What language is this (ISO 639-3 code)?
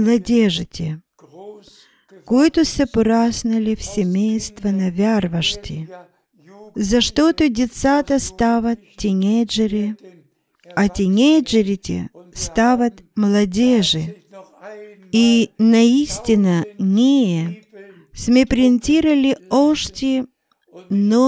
bul